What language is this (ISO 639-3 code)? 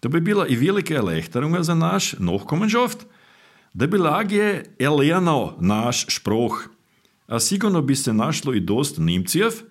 slv